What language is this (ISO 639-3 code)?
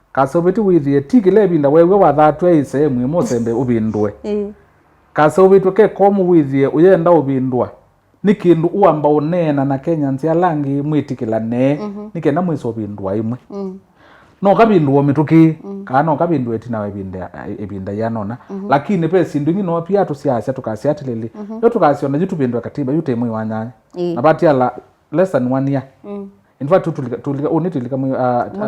kam